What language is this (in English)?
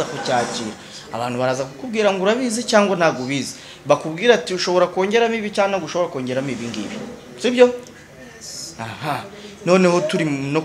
Kinyarwanda